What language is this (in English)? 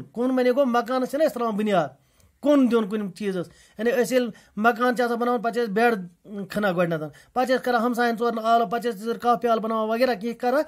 Kashmiri